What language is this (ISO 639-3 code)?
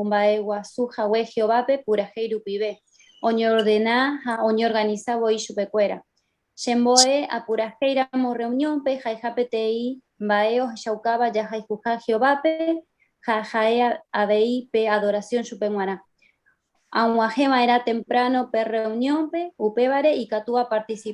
grn